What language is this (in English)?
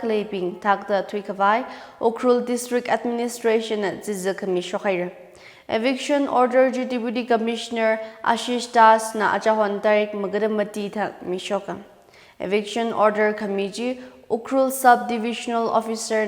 Tangkhul Naga (India)